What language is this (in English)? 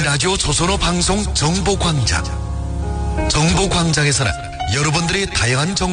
Korean